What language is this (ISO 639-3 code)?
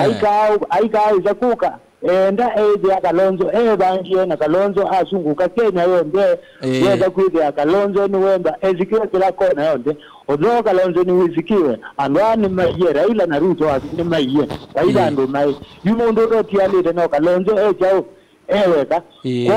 kam